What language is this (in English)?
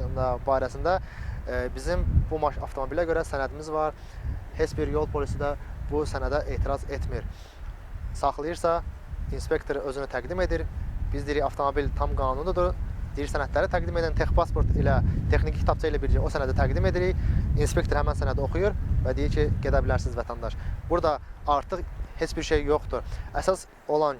Azerbaijani